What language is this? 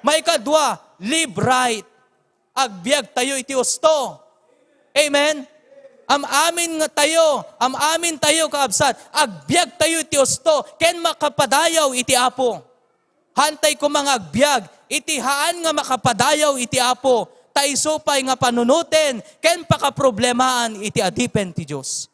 Iloko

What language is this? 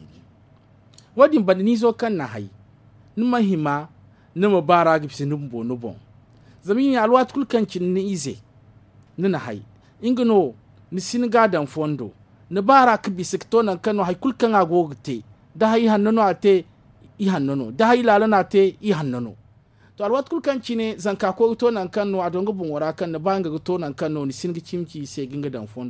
Zarma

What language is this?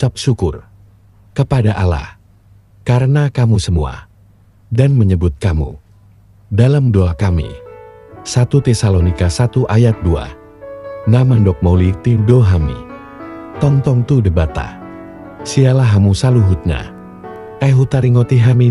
Batak Toba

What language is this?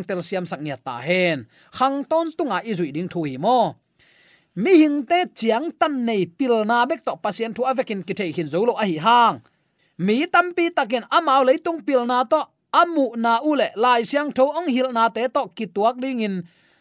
Tedim Chin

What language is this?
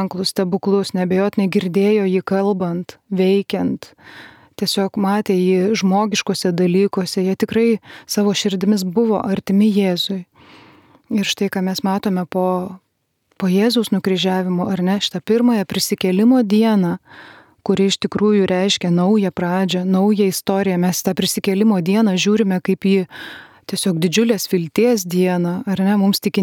Lithuanian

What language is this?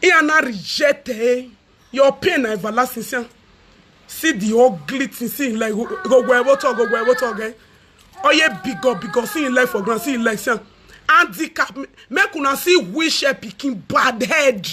Nigerian Pidgin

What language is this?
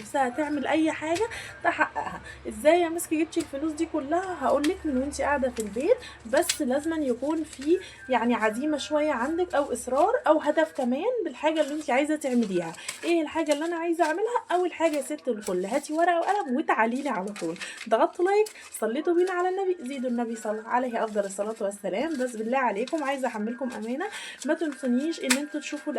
Egyptian Arabic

